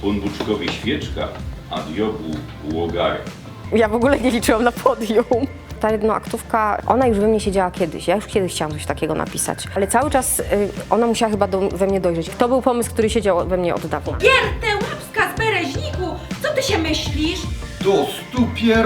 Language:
Silesian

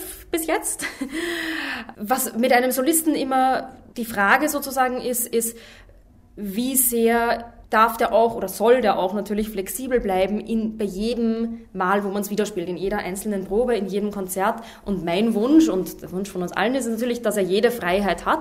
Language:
German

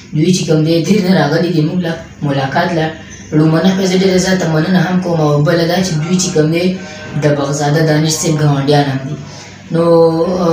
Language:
Pashto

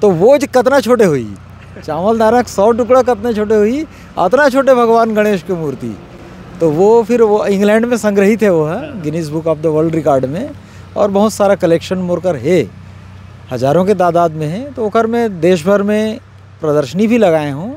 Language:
Chhattisgarhi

